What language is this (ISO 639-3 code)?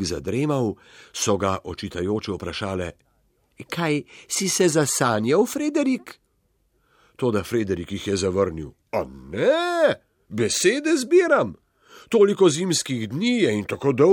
slv